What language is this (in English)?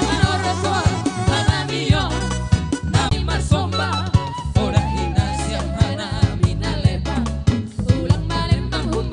Batak Simalungun